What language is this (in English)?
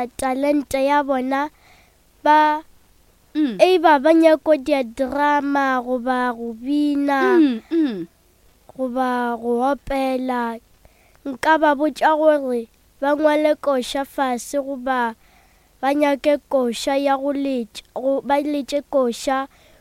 Northern Sotho